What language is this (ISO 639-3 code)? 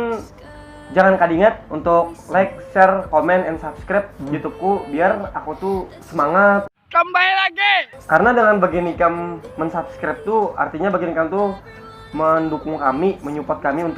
bjn